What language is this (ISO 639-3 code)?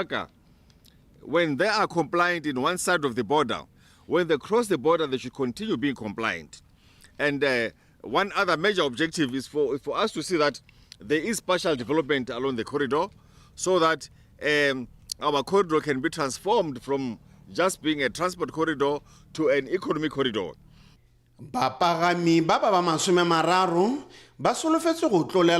tsn